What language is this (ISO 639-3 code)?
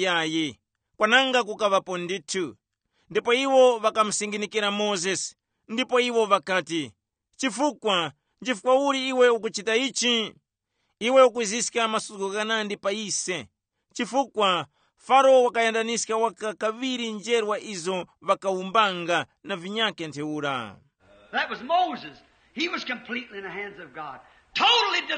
tum